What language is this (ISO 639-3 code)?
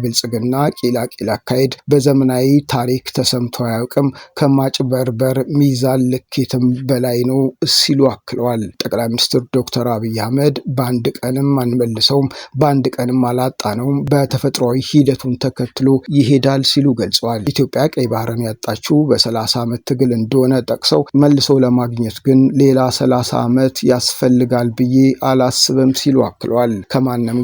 amh